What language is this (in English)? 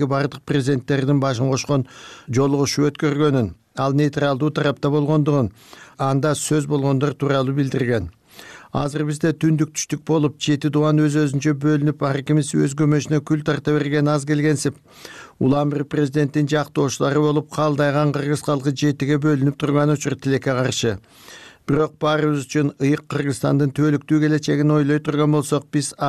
Kyrgyz